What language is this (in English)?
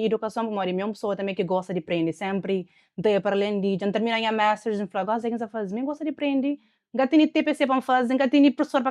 Kabuverdianu